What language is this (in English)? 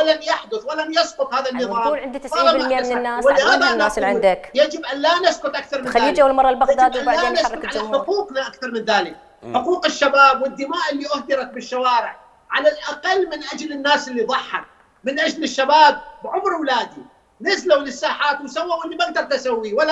Mesopotamian Arabic